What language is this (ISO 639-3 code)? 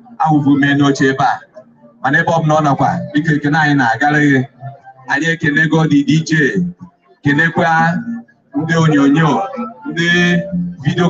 ibo